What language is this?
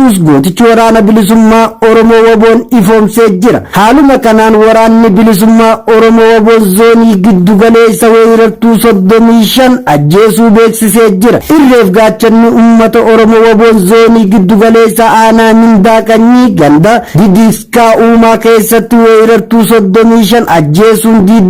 Oromo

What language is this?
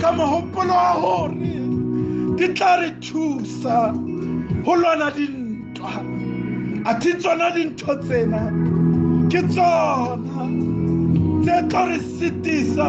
Southern Sotho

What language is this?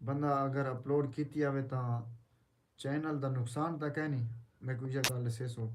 Saraiki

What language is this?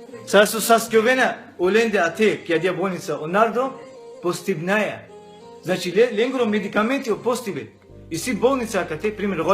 Balkan Romani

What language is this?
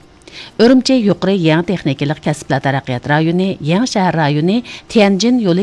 Uyghur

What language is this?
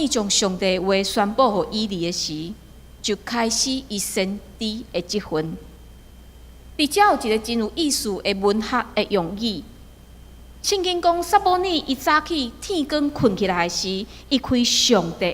Min Nan Chinese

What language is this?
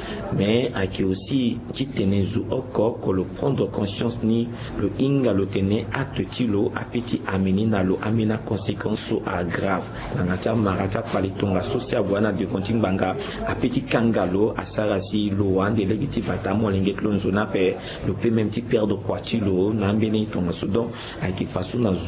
Sango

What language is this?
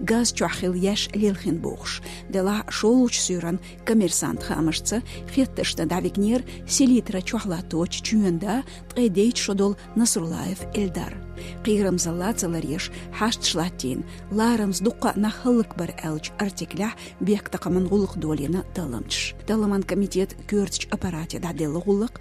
Chechen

